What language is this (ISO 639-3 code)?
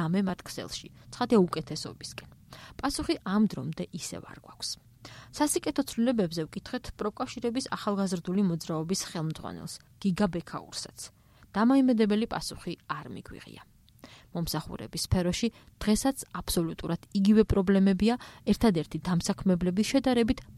kat